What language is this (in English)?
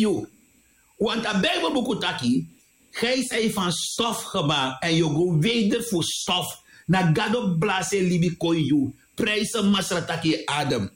Sranan Tongo